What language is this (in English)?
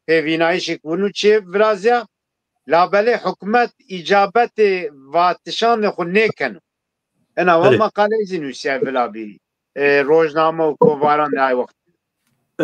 Zaza